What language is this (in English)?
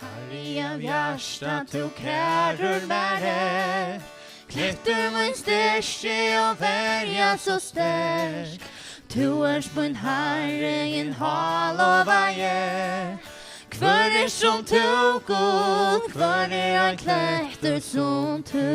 Faroese